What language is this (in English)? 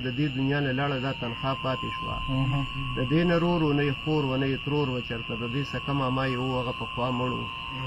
Pashto